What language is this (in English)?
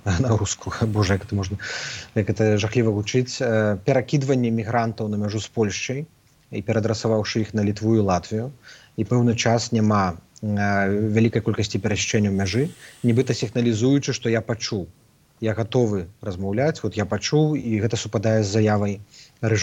Belarusian